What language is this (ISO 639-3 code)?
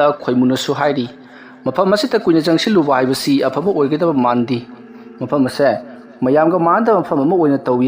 mni